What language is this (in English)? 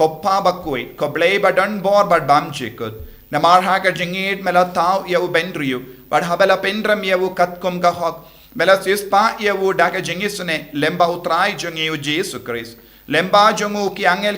Khasi